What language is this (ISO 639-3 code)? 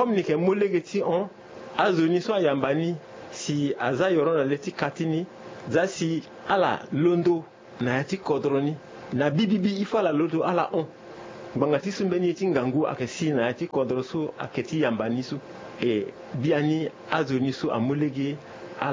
sag